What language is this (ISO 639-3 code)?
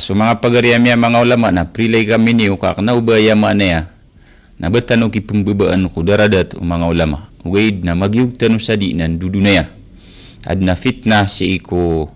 mrw